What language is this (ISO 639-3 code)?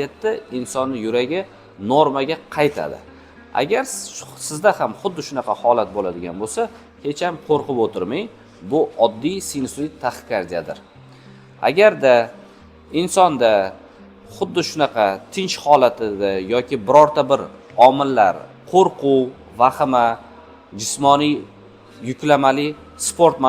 uzb